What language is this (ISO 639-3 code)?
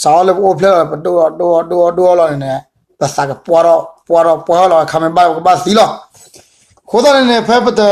ksw